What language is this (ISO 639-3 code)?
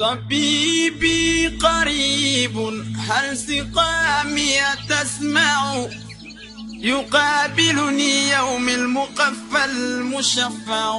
ful